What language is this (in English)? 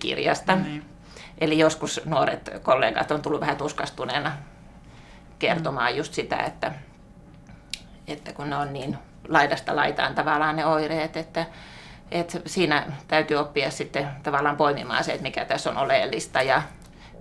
Finnish